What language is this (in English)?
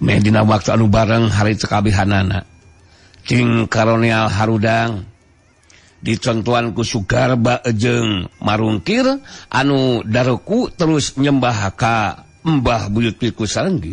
Sundanese